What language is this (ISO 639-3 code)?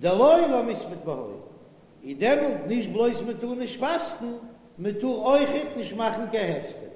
yid